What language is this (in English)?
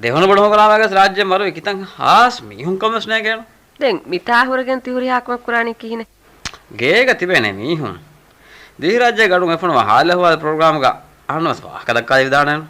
Divehi